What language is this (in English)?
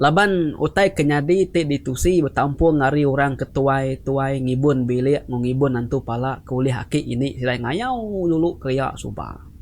Iban